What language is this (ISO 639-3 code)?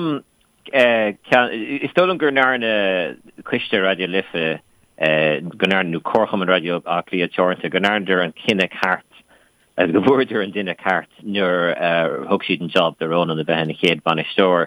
gle